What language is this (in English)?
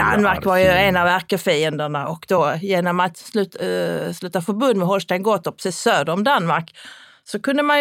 Swedish